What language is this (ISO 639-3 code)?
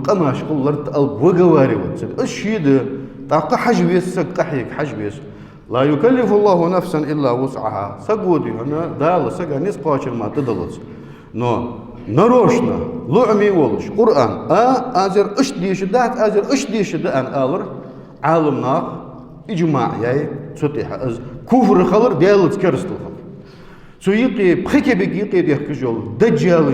inh